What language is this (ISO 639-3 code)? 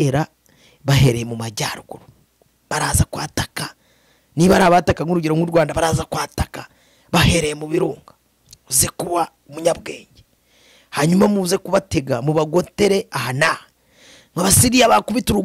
kin